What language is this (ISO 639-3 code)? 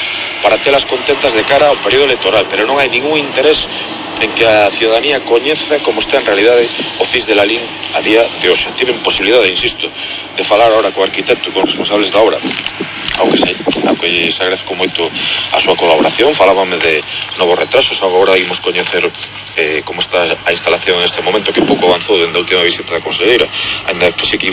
glg